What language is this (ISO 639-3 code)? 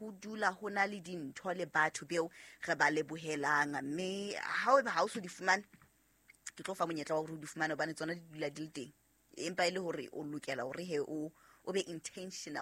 sot